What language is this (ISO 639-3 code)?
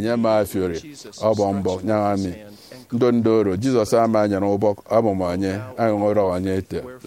efi